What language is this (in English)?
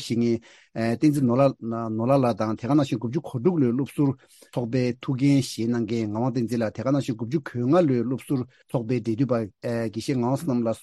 Tibetan